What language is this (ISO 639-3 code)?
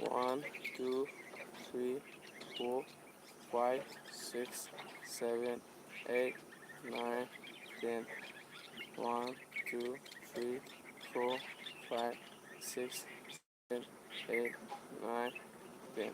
mni